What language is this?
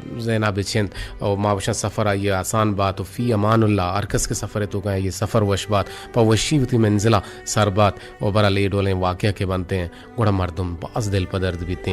Eastern Balochi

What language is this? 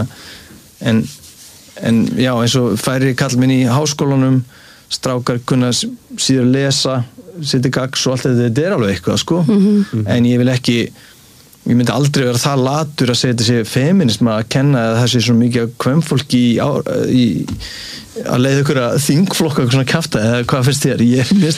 Icelandic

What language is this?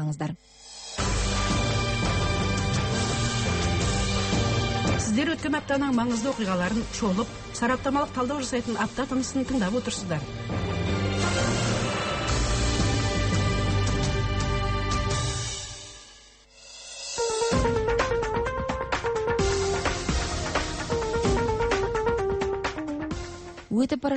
Kazakh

